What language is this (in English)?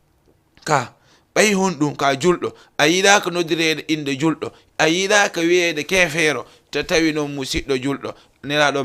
Fula